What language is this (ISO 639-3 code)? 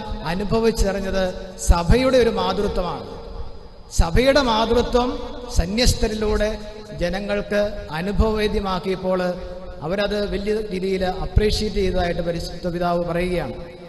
mal